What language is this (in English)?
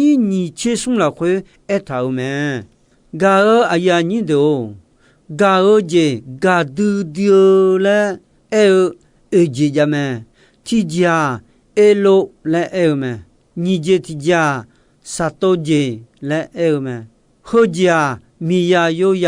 Akha